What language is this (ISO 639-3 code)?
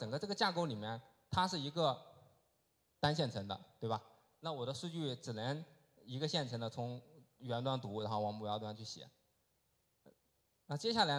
zho